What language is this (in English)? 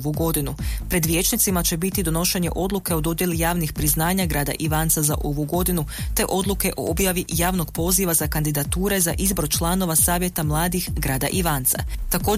Croatian